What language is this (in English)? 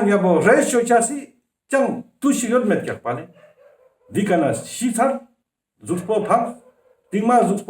Ladakhi